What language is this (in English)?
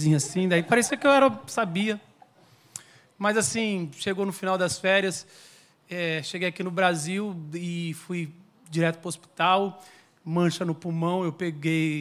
Portuguese